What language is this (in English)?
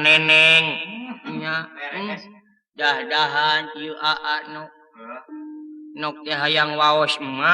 Sundanese